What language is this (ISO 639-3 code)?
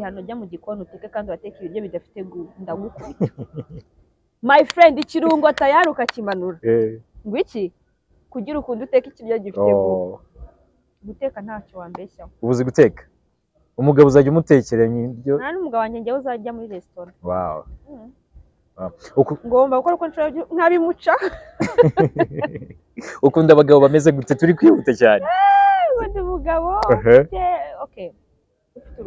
kin